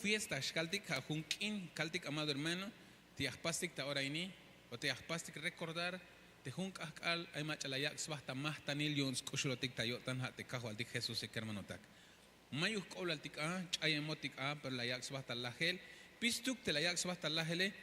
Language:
Tzeltal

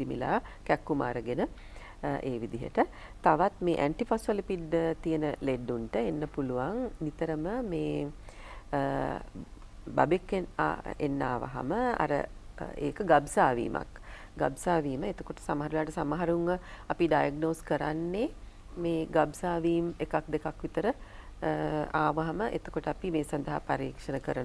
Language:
Sinhala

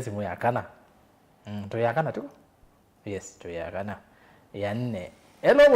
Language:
Kamba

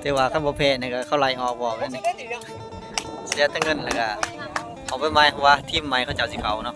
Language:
Lao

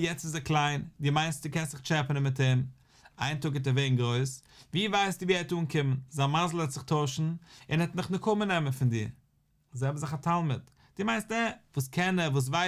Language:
Yiddish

